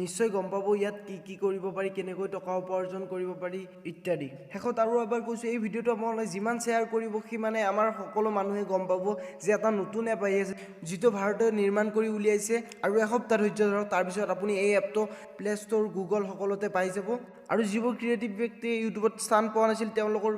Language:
Assamese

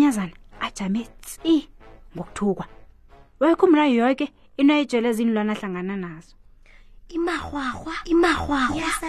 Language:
South Ndebele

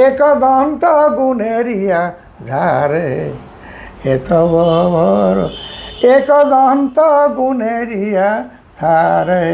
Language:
Sadri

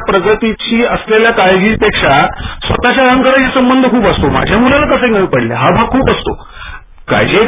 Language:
Marathi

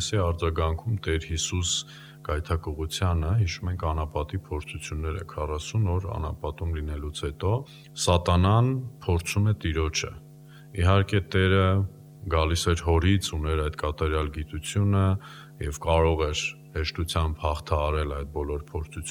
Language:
Armenian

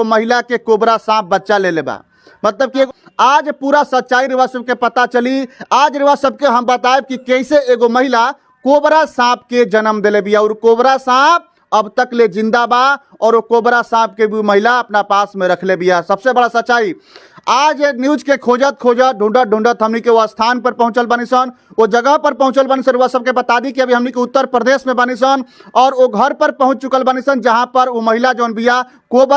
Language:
Bhojpuri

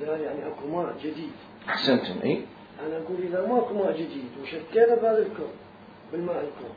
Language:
Mesopotamian Arabic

